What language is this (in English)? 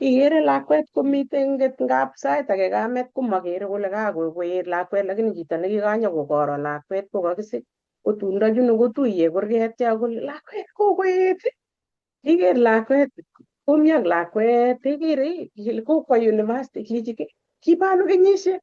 Kalenjin